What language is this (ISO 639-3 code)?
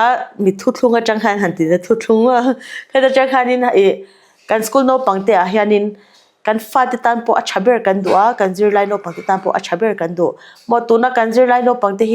lus